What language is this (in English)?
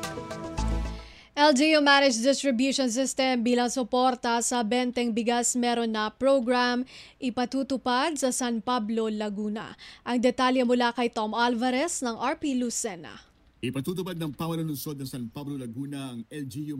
Filipino